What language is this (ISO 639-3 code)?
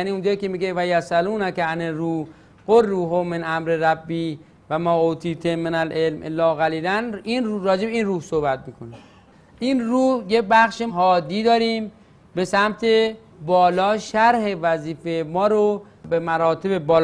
fas